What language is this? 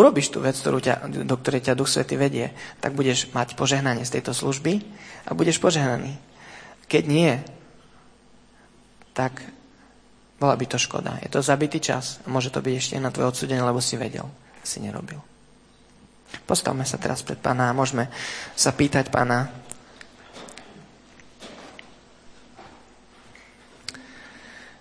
Slovak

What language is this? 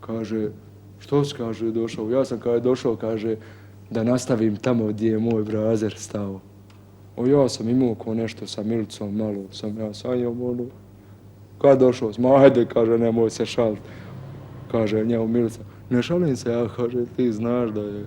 Bosnian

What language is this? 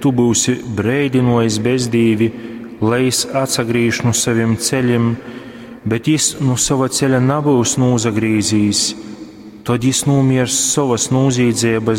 Latgalian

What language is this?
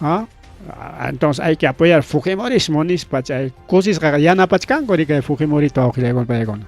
Ayacucho Quechua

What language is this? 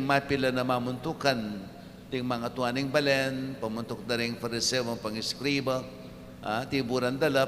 Pampanga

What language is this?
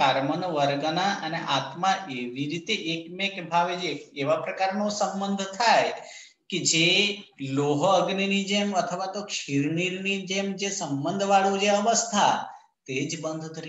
Gujarati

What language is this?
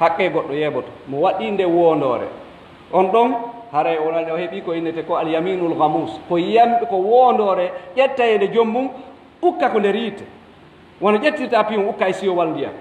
Pular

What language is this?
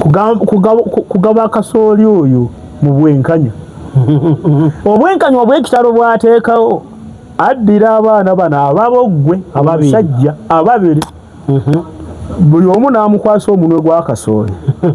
Ganda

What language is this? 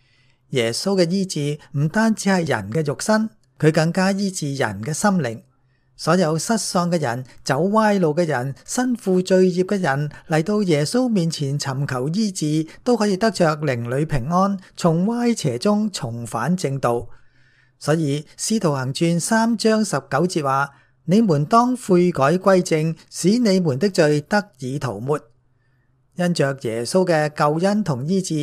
Cantonese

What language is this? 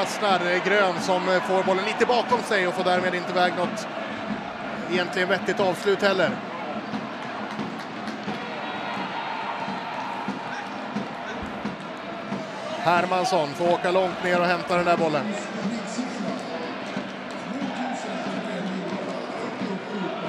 Swedish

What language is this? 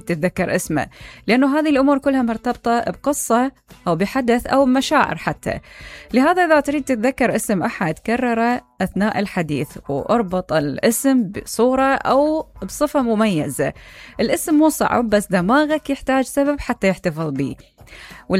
Mesopotamian Arabic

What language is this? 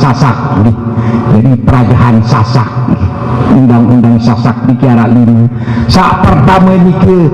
Sasak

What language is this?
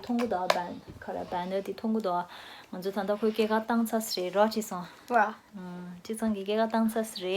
Tibetan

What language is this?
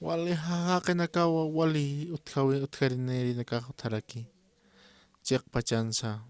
Aymara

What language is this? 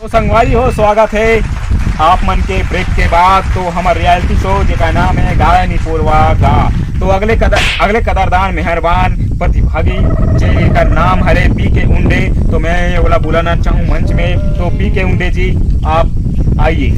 Chhattisgarhi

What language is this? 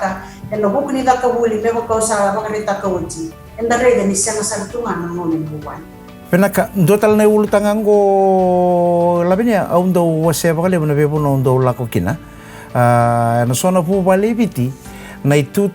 Fijian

